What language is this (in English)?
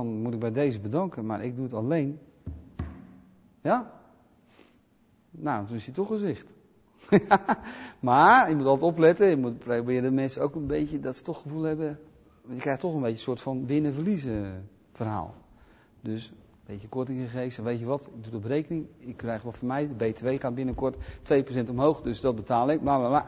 Dutch